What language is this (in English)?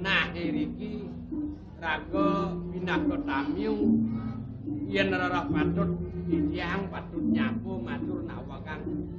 Balinese